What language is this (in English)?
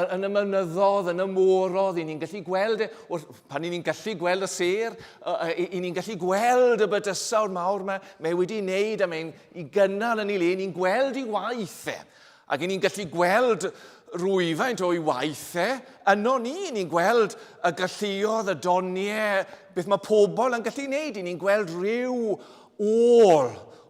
Welsh